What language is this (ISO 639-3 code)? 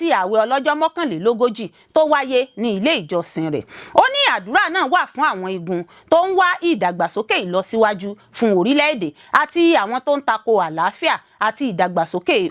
yor